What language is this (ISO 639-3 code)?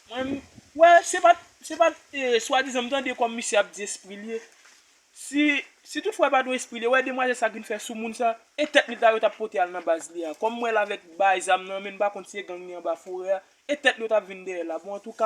hat